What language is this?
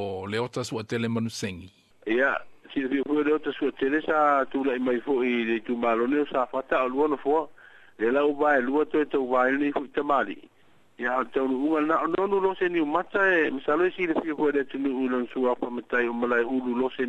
Samoan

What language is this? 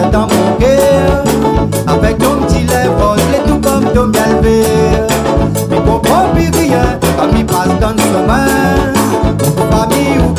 Réunion Creole French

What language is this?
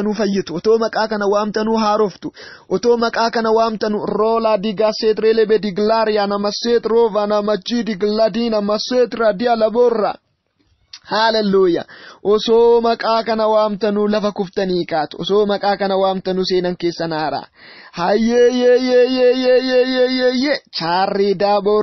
Oromo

